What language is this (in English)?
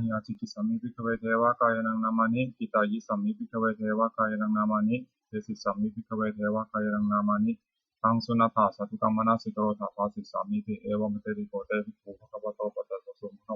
Pali